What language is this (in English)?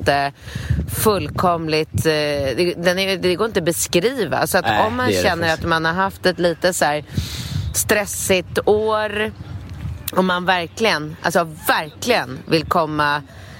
Swedish